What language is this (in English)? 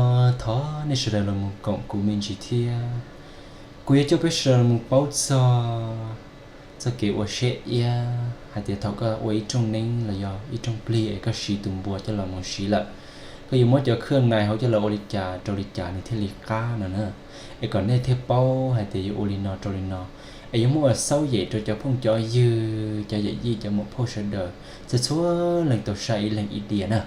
Hmong